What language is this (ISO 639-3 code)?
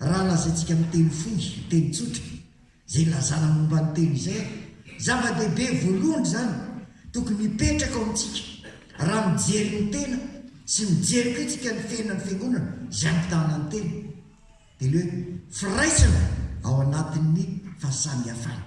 mlg